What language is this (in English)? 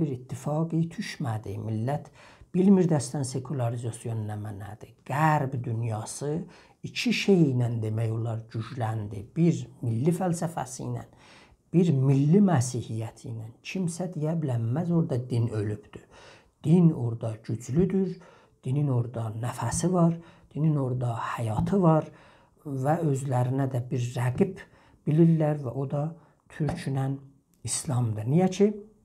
South Azerbaijani